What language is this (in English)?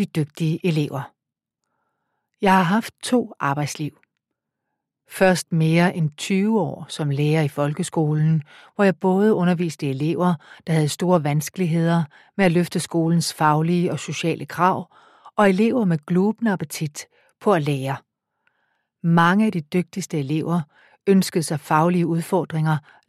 Danish